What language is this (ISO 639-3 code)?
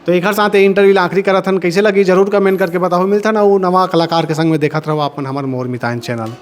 hne